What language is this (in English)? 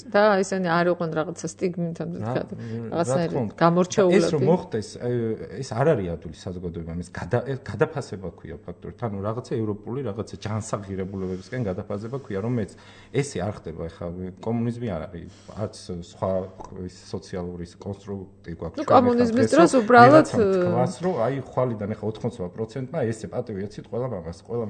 Georgian